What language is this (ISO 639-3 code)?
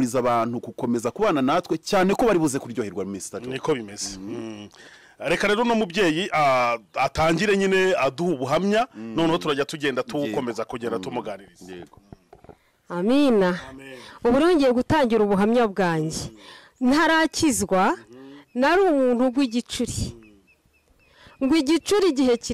kin